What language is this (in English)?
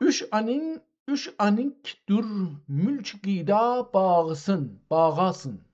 South Azerbaijani